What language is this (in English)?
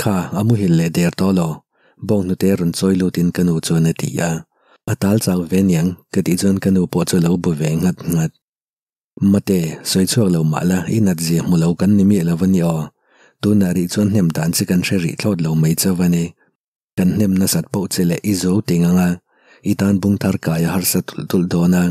Mizo